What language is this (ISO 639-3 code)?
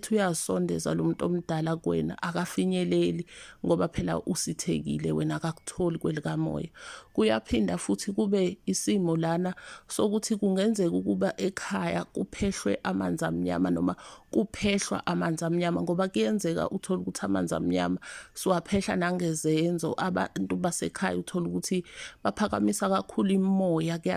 zul